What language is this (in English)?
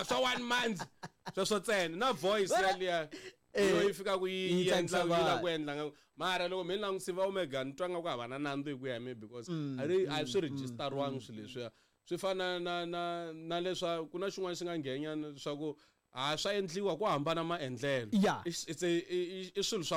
Tsonga